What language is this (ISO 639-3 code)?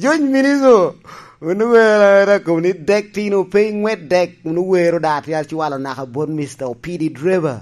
laj